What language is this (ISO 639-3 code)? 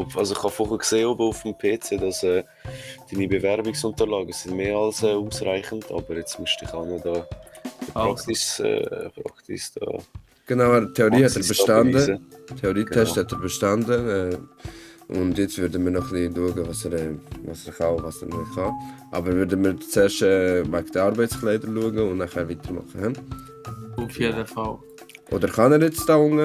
gsw